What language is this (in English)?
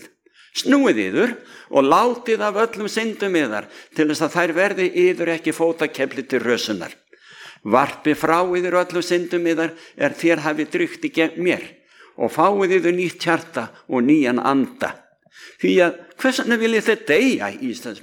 Icelandic